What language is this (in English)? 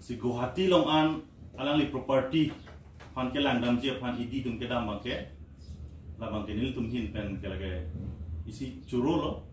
Karbi